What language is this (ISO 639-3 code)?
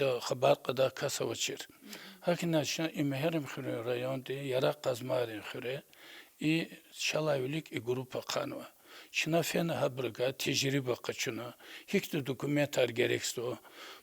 lez